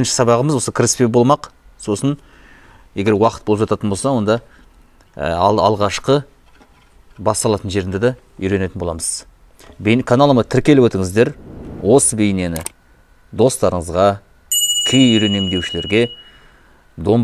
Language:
Kazakh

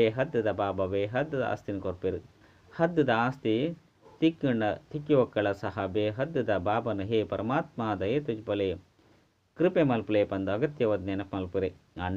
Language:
Tulu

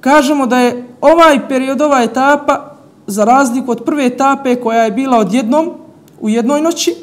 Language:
Bosnian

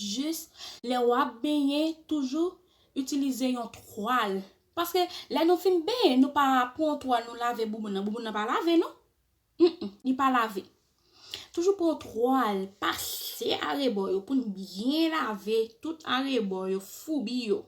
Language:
Haitian Creole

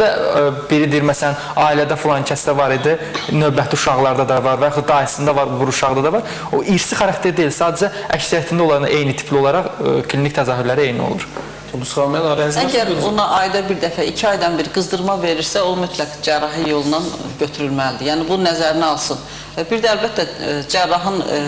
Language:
Azerbaijani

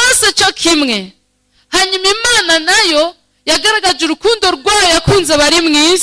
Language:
Rundi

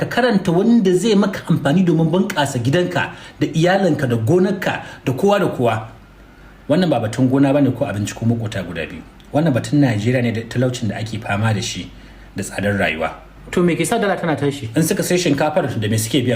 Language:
Hausa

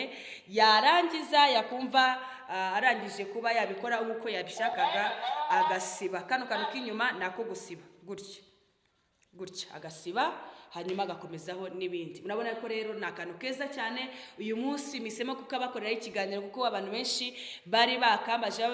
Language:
Kinyarwanda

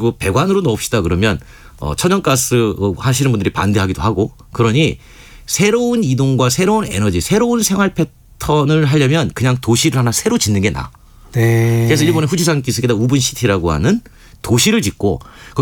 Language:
Korean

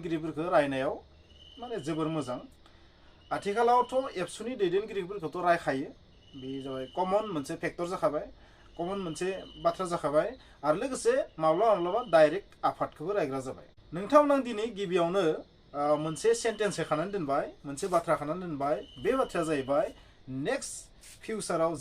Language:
Bodo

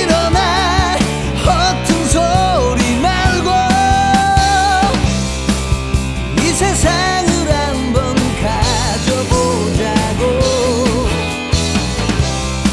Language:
Korean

